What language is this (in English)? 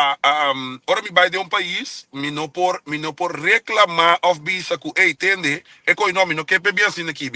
Papiamento